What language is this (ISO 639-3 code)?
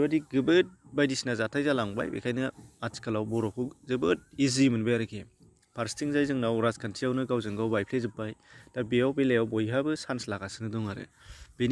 brx